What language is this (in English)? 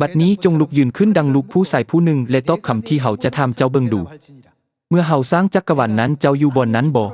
Lao